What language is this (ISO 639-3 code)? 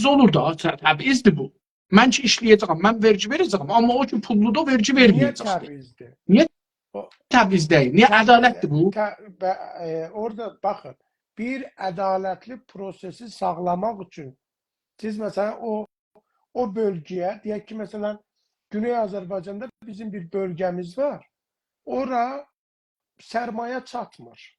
azb